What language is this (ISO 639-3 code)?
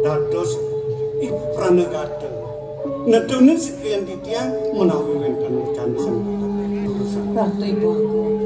ban